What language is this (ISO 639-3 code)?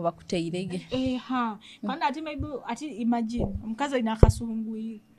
nyo